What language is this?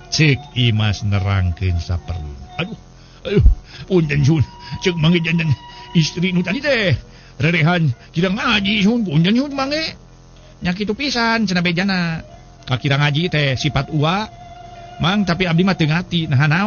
Sundanese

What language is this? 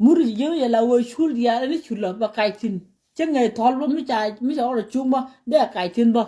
Nuer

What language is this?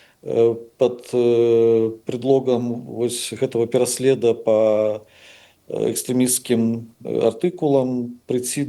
Belarusian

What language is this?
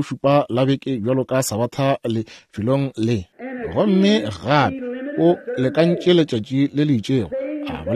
Northern Sotho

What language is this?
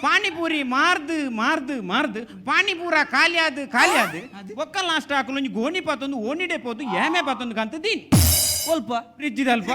Tulu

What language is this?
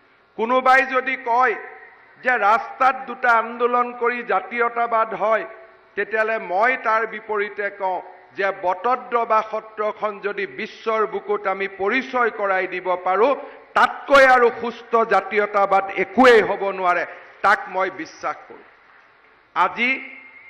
Assamese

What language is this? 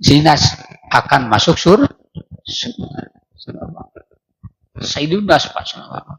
Sundanese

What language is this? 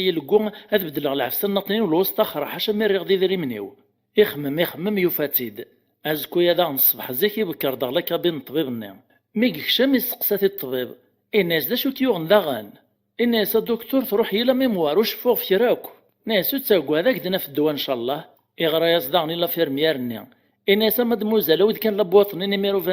Kabyle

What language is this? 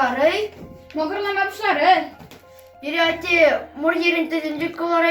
Chuvash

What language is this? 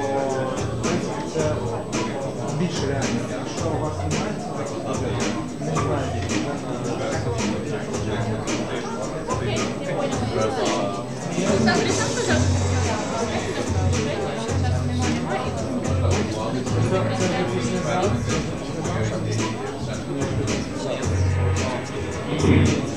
Ukrainian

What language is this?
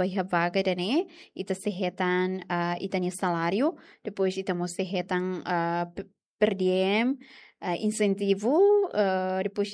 Tetum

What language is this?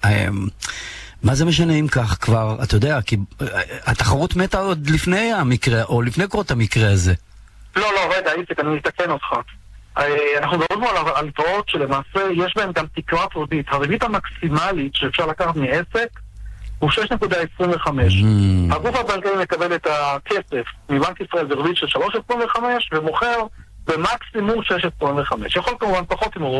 Hebrew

